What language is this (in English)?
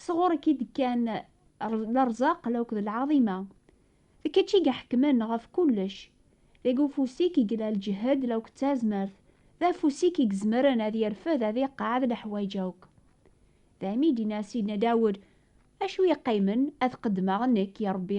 Kabyle